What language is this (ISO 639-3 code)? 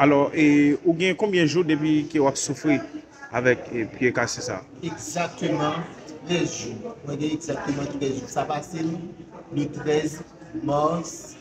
hat